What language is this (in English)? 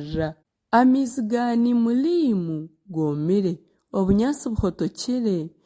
Nyankole